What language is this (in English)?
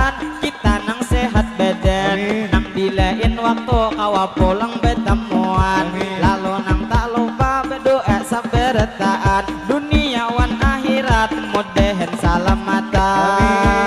Banjar